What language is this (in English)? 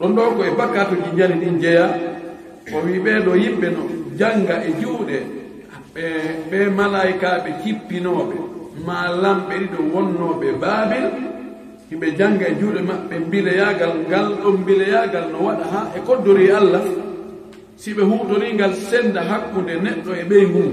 Fula